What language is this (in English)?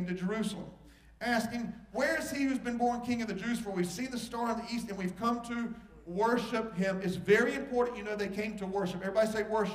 English